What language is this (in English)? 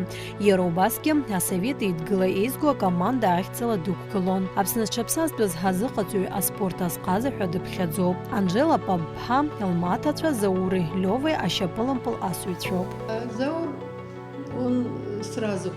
Abkhazian